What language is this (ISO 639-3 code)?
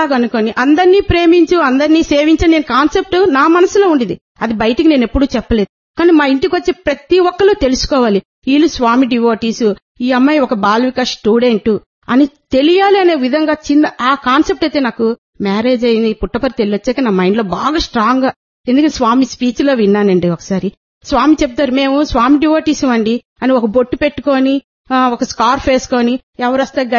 tel